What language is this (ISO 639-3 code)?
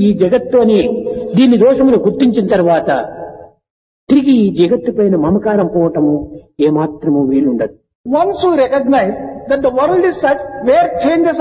tel